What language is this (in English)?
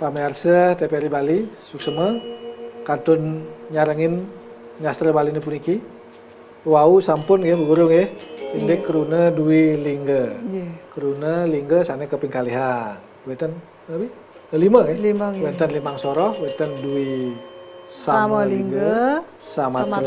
Balinese